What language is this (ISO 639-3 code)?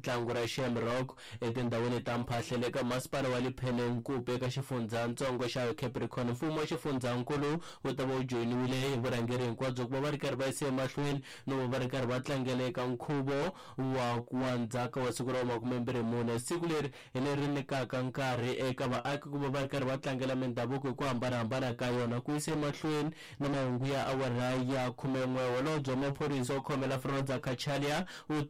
tso